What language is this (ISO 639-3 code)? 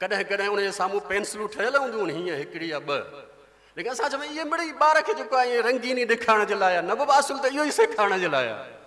snd